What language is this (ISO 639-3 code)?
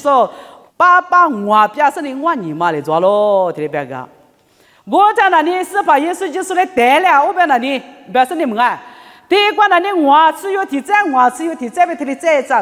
lis